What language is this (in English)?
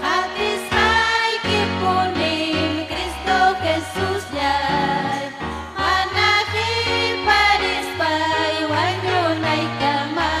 Ayacucho Quechua